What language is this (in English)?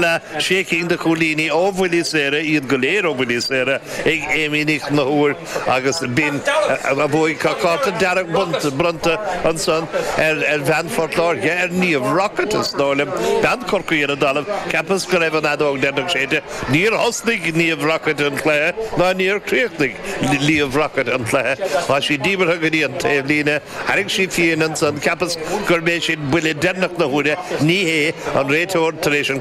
Irish